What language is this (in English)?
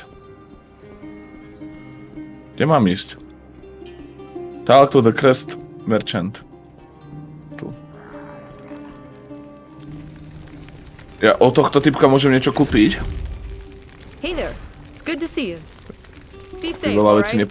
Slovak